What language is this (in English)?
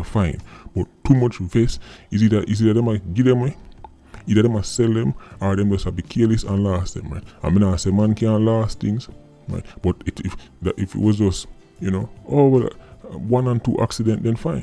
Jamaican Creole English